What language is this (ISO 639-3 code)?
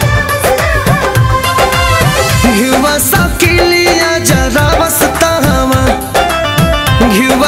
bho